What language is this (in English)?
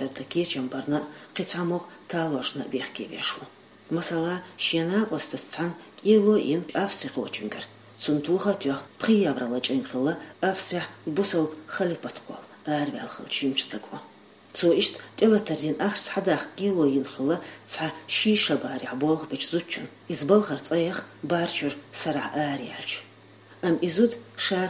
Chechen